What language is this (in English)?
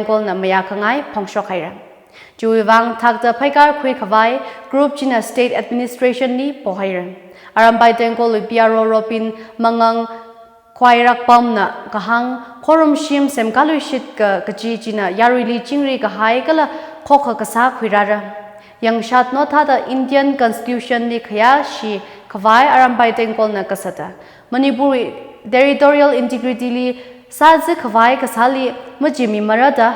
Tangkhul Naga (India)